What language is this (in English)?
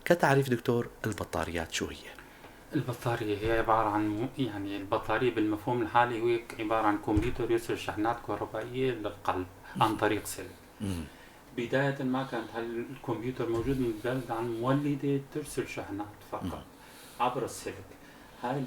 North Levantine Arabic